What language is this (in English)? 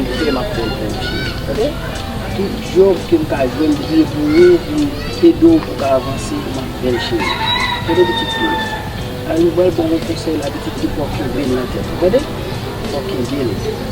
Haitian Creole